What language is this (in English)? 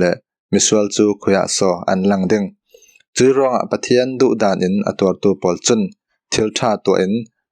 Falam Chin